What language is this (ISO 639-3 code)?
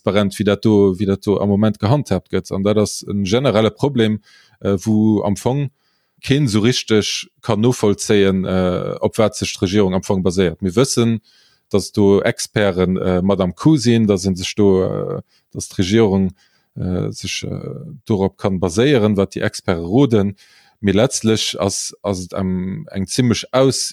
ltz